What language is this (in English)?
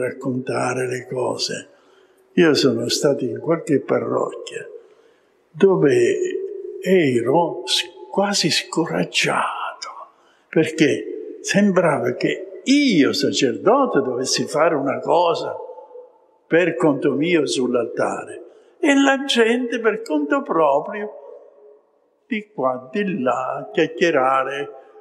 Italian